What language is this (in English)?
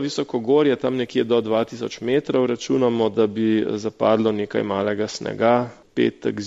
Slovenian